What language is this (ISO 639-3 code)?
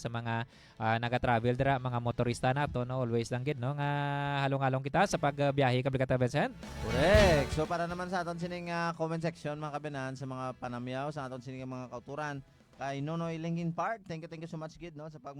hil